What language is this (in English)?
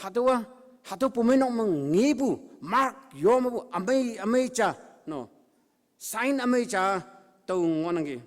Konyak Naga